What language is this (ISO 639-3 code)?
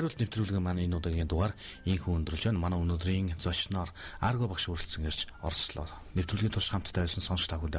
mon